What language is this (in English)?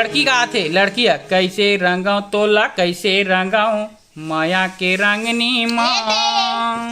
Chhattisgarhi